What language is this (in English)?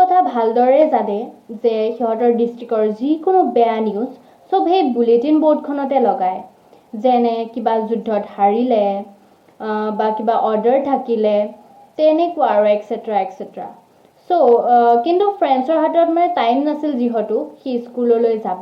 Assamese